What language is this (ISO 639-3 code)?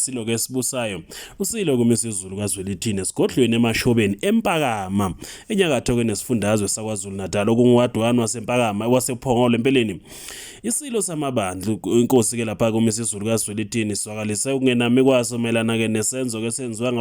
zul